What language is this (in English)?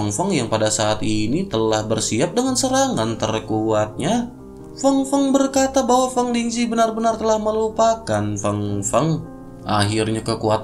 Indonesian